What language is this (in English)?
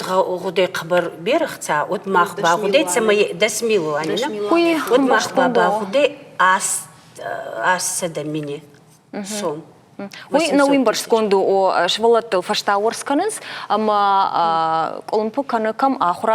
Ossetic